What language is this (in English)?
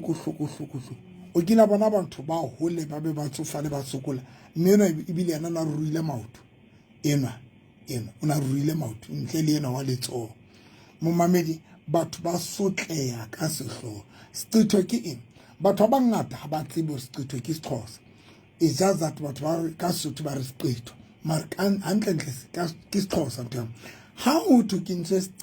Southern Sotho